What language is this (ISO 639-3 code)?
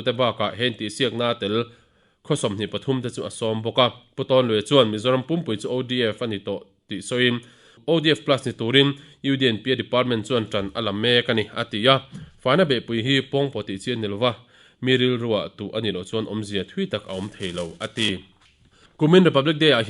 lus